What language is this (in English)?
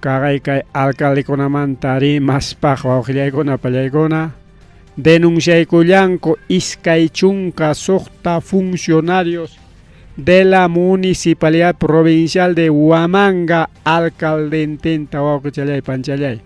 Ayacucho Quechua